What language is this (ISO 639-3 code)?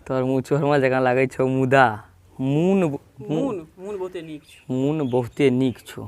mai